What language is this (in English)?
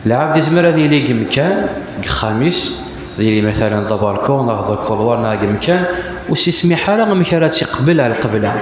Kabyle